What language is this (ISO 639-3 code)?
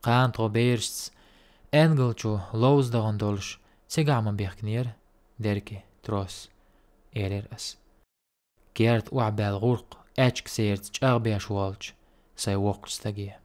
che